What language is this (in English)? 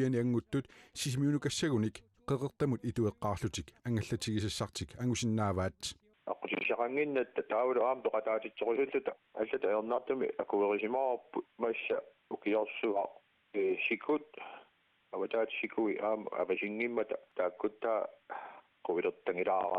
Kalaallisut